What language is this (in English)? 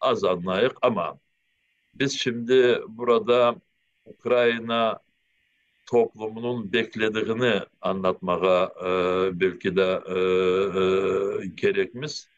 Crimean Tatar